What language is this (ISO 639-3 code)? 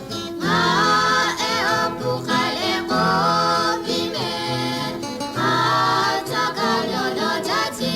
lhu